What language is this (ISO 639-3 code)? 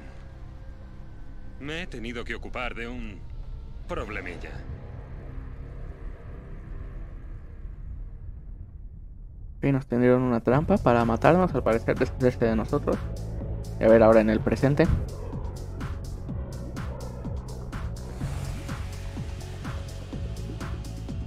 spa